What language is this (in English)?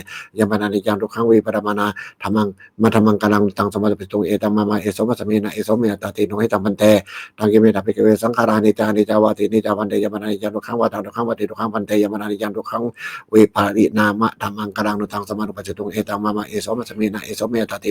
Pali